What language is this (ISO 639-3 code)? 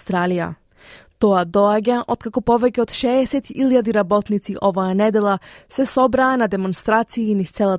mkd